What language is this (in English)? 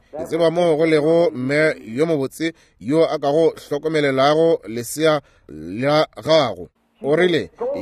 Northern Sotho